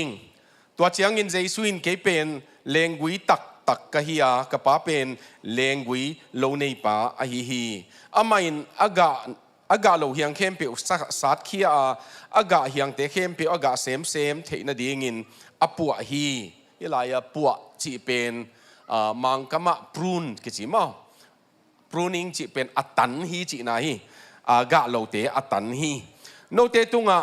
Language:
Tedim Chin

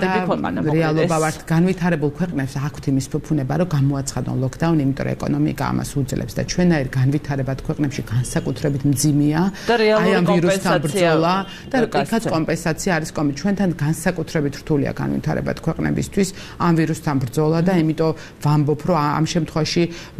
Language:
Georgian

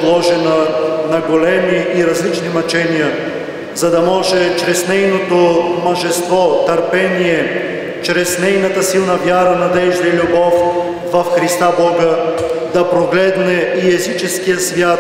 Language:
Bulgarian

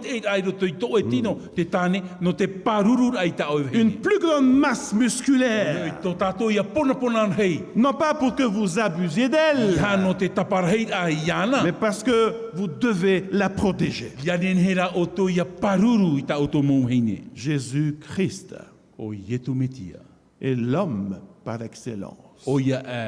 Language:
Tahitian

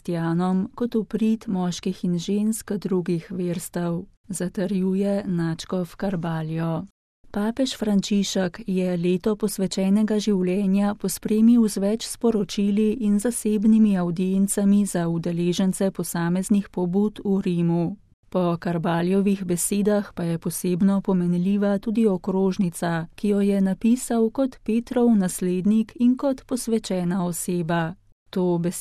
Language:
Slovenian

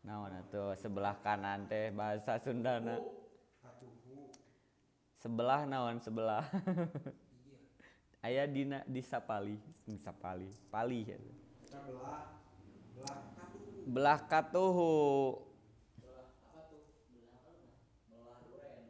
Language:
Sundanese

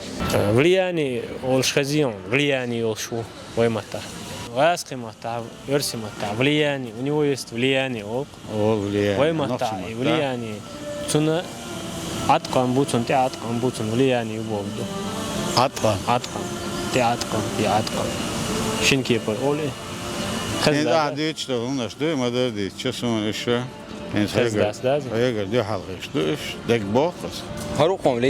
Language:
Chechen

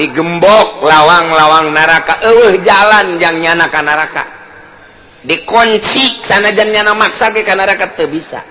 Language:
Sundanese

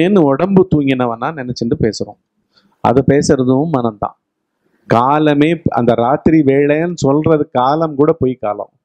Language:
Tamil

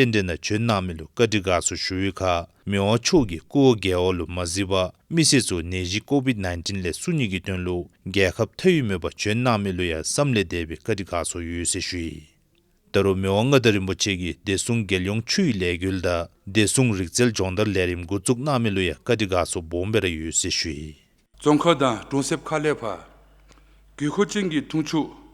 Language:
Dzongkha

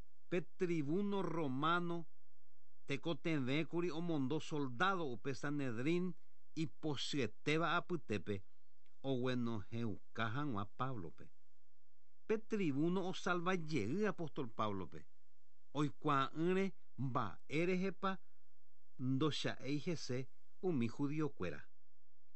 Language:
Guarani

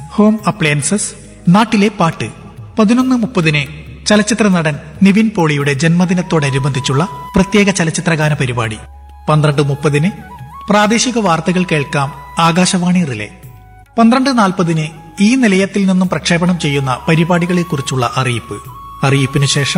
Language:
Malayalam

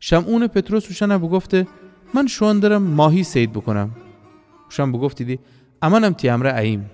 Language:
Gilaki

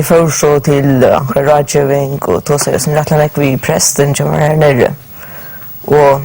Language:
Faroese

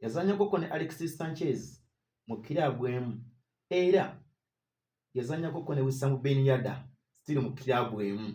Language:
Ganda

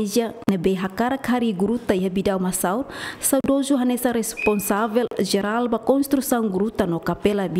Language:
Tetum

